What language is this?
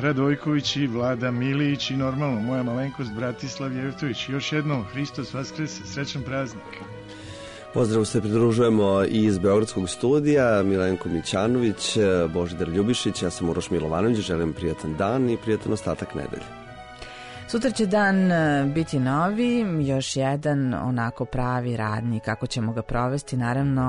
Serbian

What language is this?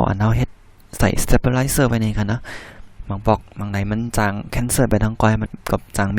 Shan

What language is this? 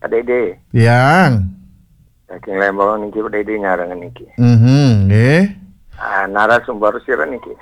Balinese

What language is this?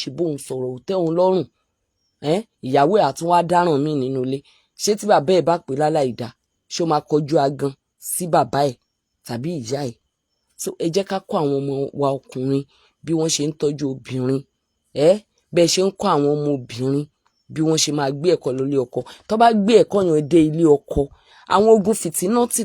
Yoruba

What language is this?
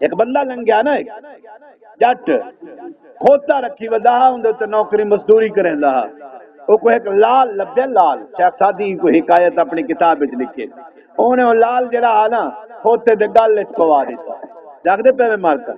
Saraiki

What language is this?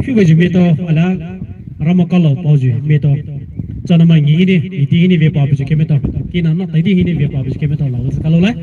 Poumei Naga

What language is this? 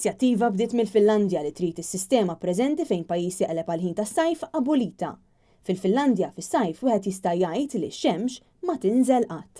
Maltese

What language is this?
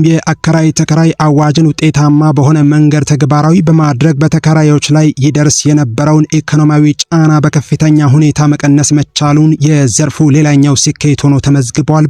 Amharic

